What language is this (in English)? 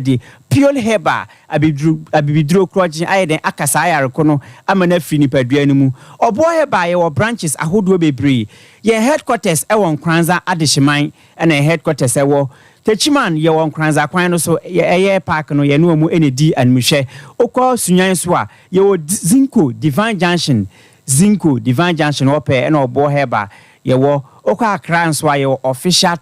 Akan